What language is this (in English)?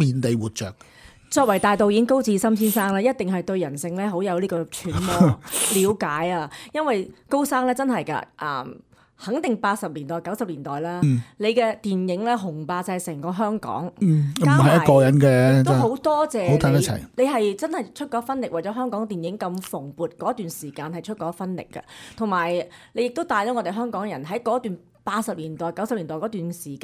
Cantonese